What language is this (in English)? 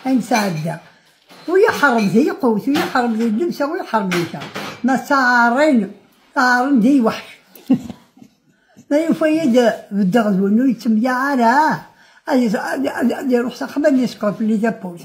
Kabyle